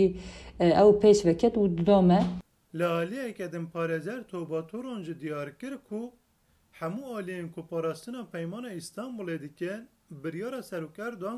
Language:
Kurdish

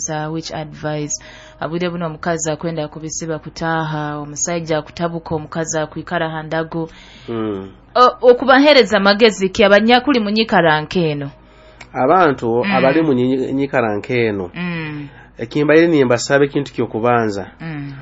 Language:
Nyoro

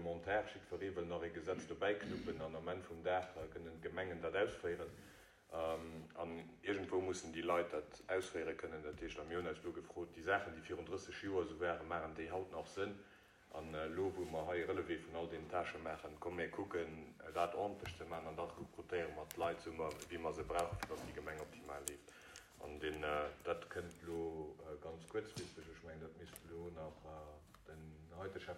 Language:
Luxembourgish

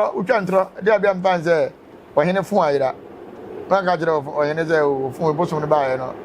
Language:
Akan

